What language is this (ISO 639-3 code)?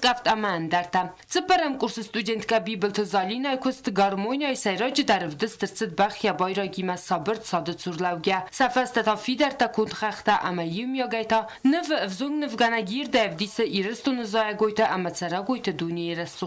oss